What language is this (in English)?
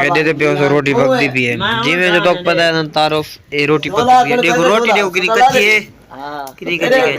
Saraiki